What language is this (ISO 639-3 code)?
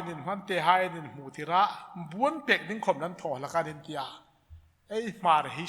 hmr